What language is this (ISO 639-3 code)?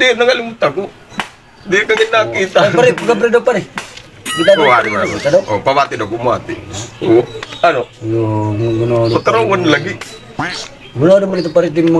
war